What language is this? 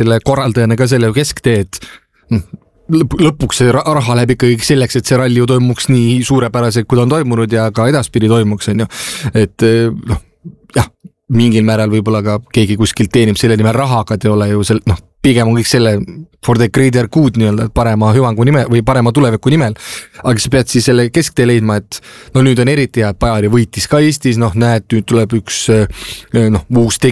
Estonian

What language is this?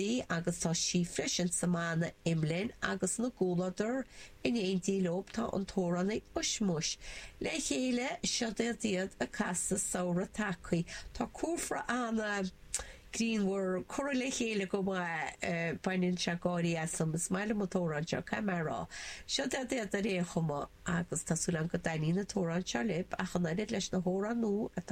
Irish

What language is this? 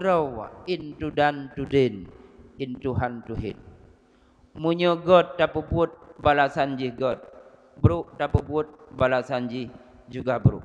Achinese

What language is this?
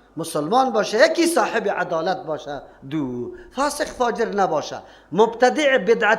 Persian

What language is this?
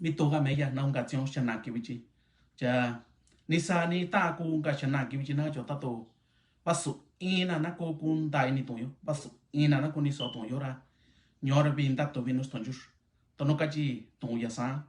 Mixtepec Mixtec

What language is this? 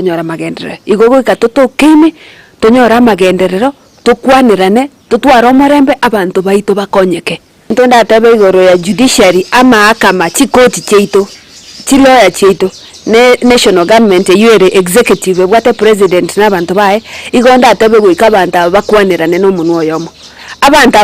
Gusii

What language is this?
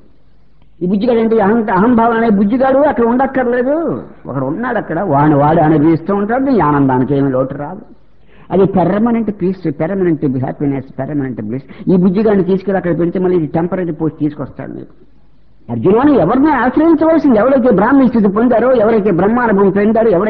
Telugu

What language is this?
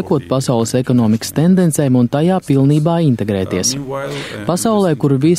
Latvian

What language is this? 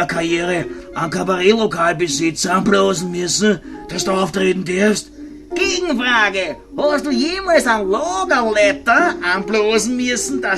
Bavarian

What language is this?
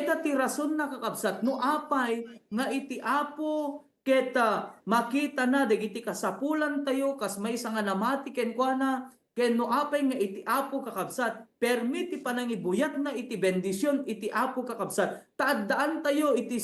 Iloko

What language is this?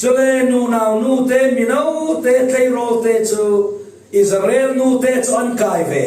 Falam Chin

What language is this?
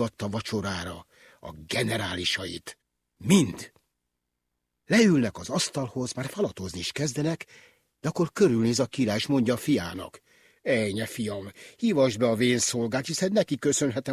Hungarian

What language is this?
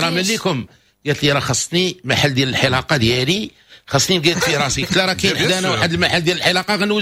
Moroccan Arabic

